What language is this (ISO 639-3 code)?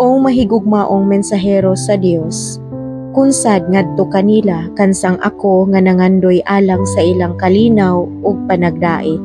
ceb